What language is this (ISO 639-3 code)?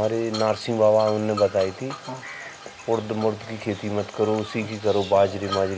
hin